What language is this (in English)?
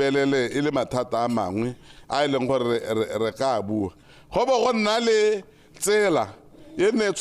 Tswana